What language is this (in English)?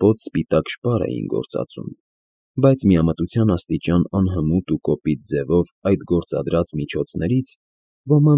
Armenian